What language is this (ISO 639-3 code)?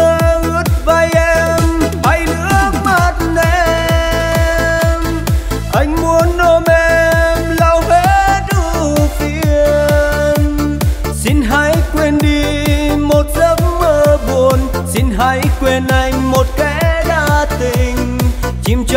vie